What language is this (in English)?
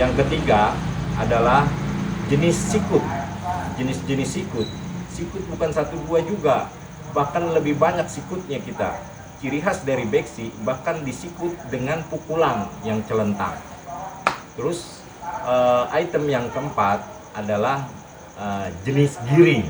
Betawi